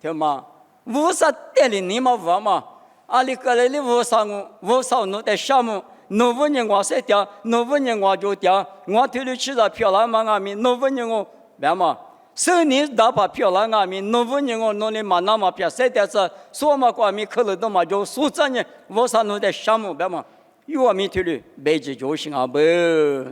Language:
Lisu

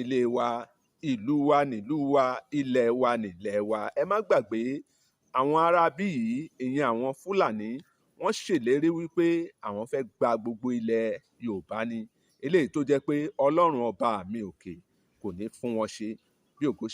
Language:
Yoruba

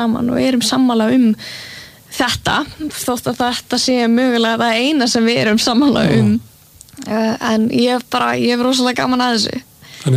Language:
Icelandic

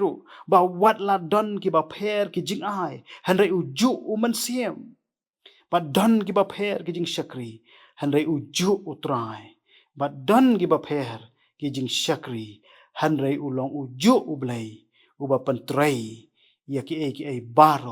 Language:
Khasi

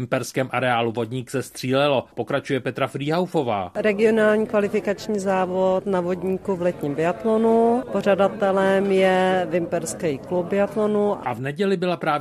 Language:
Czech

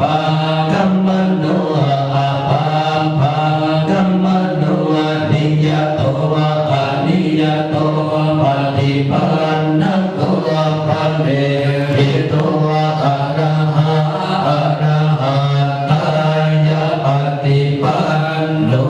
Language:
Pali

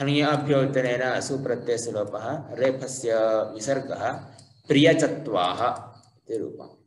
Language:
Sanskrit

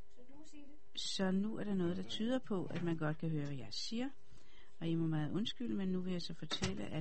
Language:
Danish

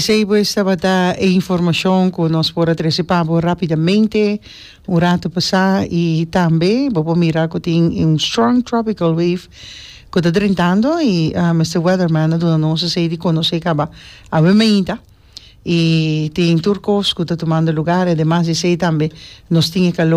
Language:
Papiamento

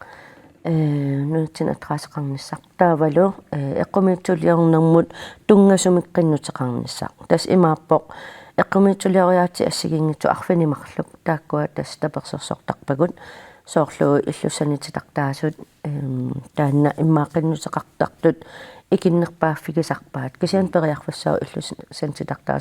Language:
Kalaallisut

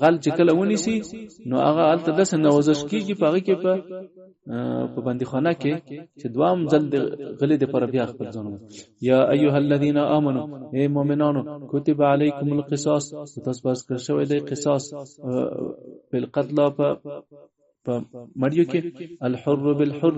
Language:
Pashto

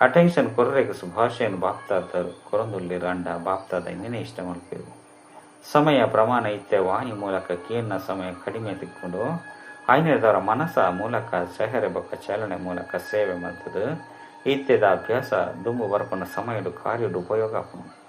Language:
Tulu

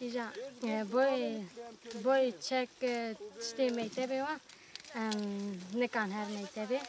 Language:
Kurdish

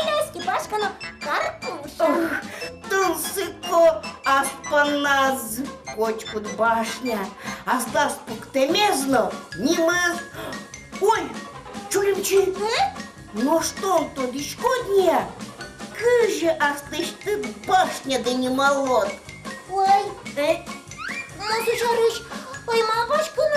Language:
Udmurt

